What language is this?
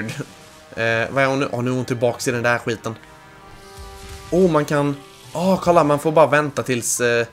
Swedish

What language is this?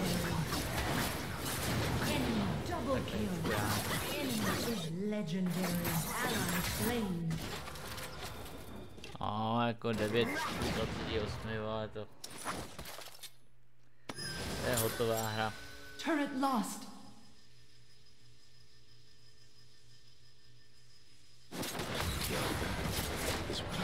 Czech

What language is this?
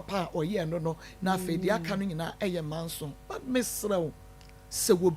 Akan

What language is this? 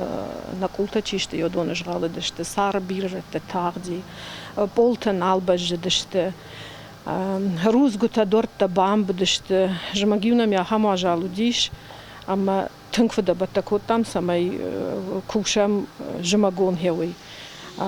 Ossetic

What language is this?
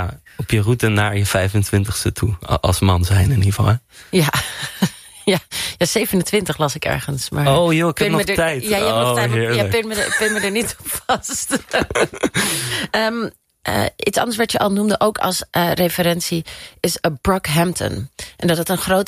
Dutch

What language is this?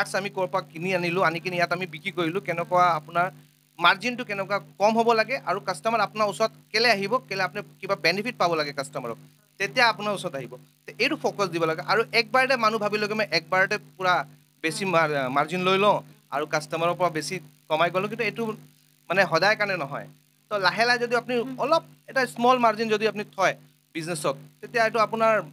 Assamese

